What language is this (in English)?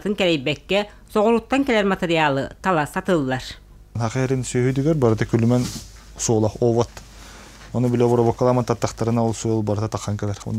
Yakut